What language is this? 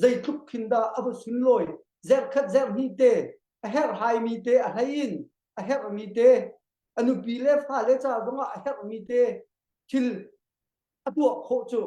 Hakha Chin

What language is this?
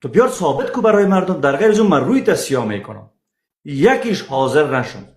Persian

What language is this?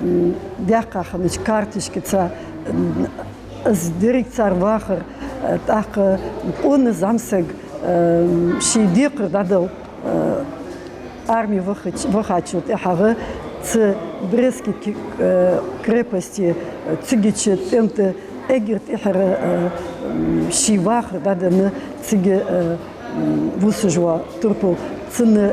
Ingush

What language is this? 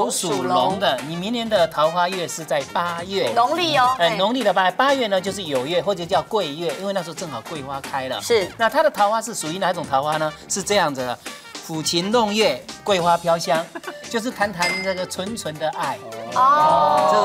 Chinese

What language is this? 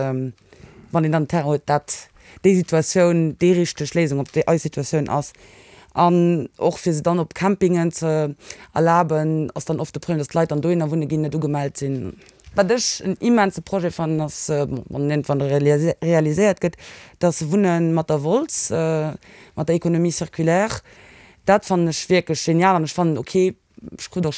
Luxembourgish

